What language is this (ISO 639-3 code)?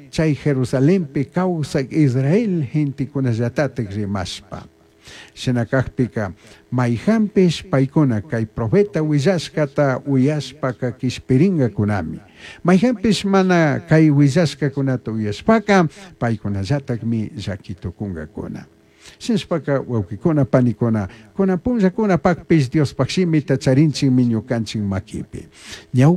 qug